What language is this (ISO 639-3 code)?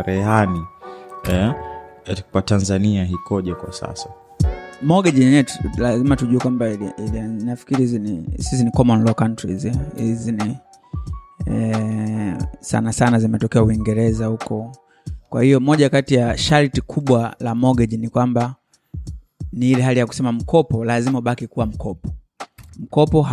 swa